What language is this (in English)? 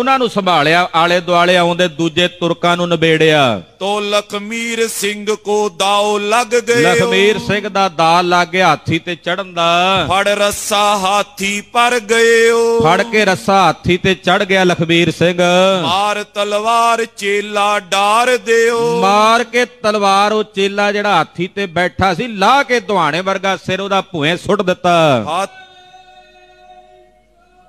Punjabi